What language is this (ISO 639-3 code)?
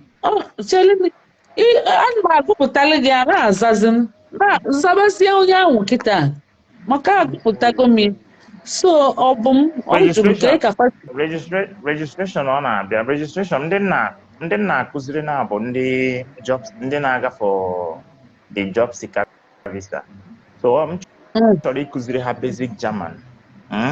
ibo